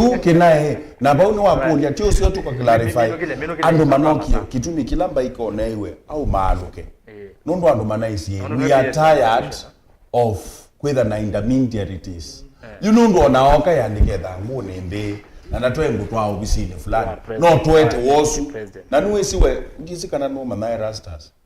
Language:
Kamba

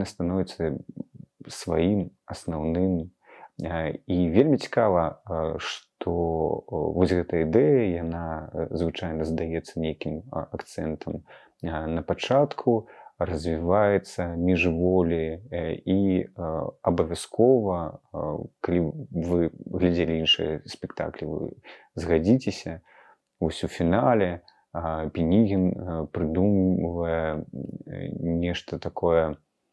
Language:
Belarusian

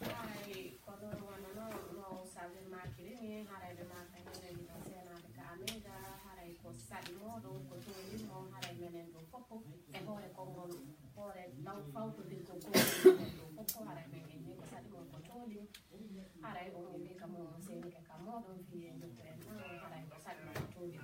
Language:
Fula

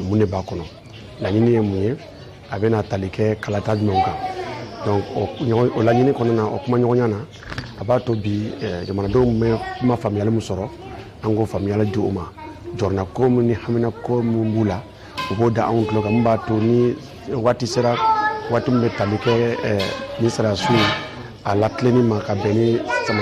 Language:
Bambara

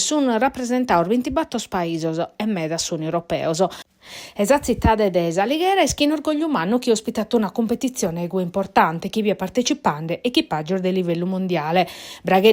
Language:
Sardinian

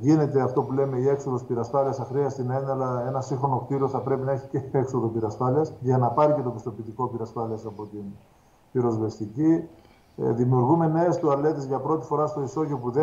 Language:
Greek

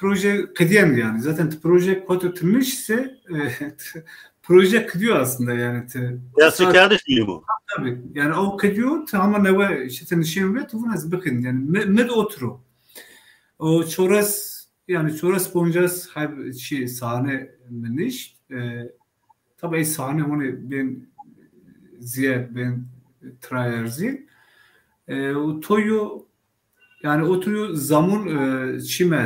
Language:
Zaza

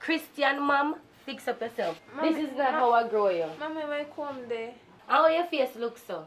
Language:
Jamaican Creole English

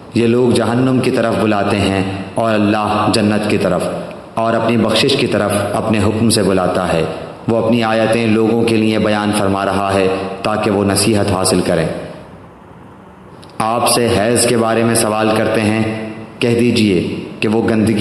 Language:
Urdu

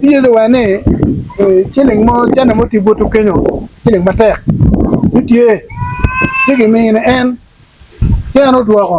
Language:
Acoli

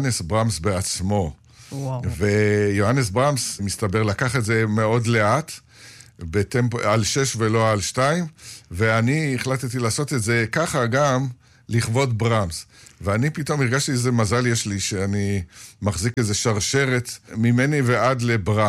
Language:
Hebrew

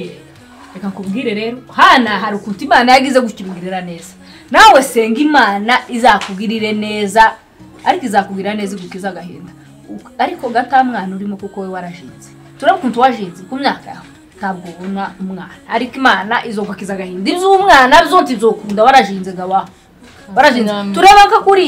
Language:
Kinyarwanda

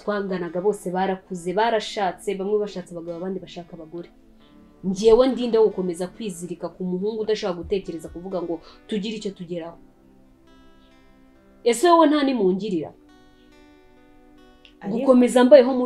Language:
Kinyarwanda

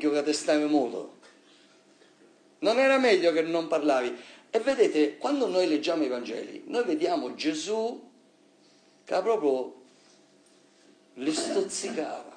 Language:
Italian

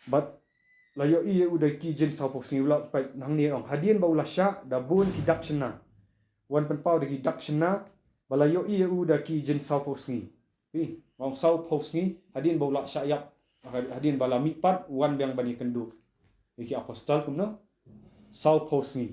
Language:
Khasi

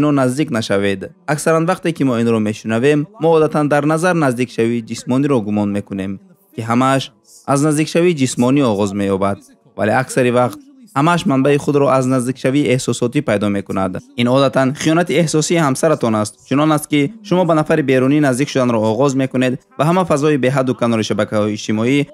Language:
Tajik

